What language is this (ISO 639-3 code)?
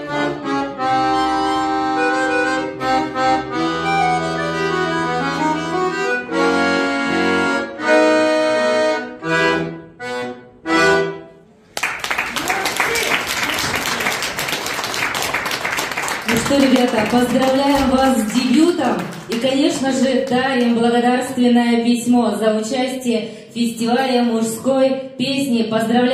rus